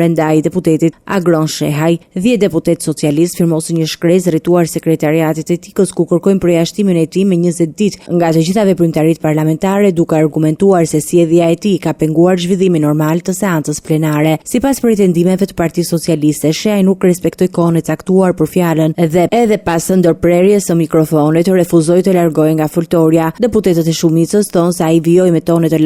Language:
Albanian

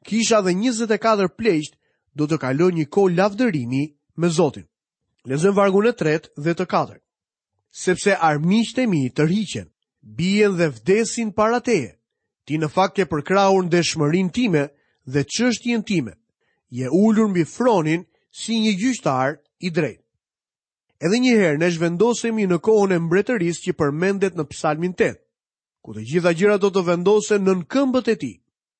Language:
Albanian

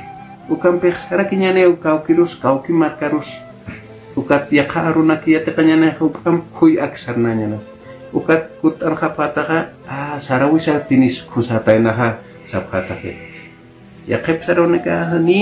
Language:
Aymara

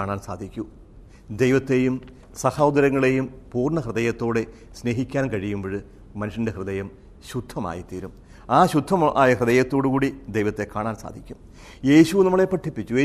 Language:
Malayalam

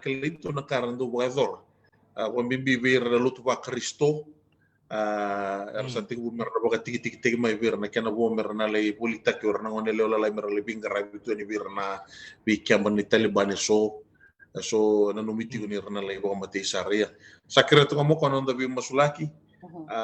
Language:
Fijian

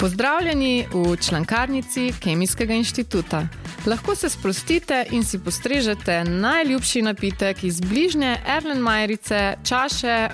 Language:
Slovenian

